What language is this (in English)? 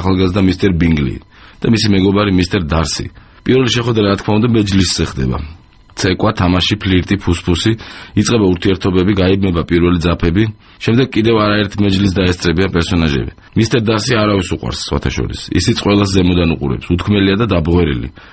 Georgian